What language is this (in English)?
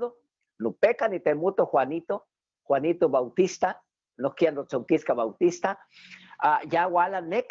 Eastern Huasteca Nahuatl